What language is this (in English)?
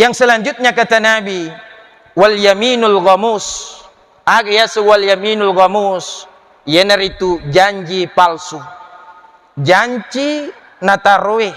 Buginese